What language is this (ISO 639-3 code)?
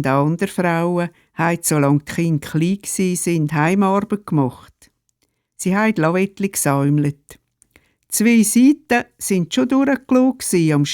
gsw